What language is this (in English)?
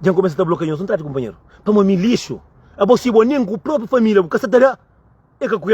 Kabuverdianu